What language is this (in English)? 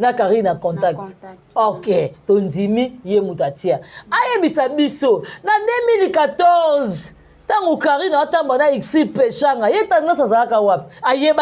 Lingala